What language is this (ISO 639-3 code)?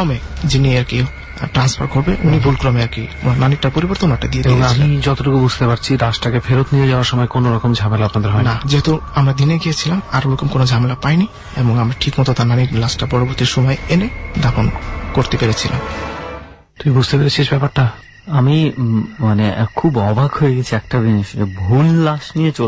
ben